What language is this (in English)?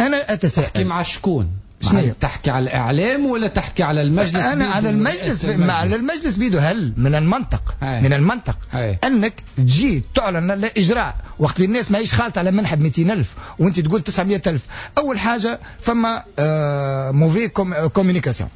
Tunisian Arabic